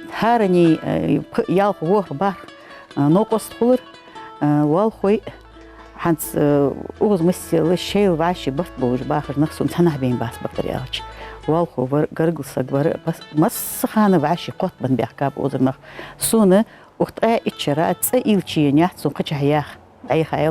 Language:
Ingush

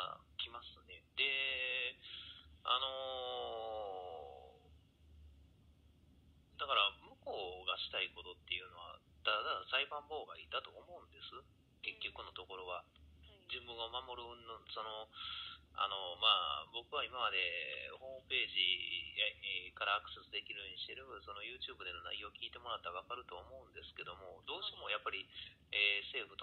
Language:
Japanese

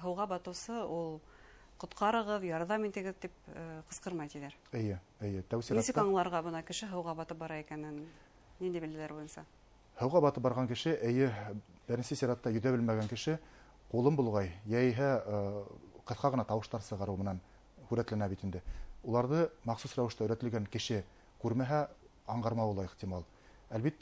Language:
Bashkir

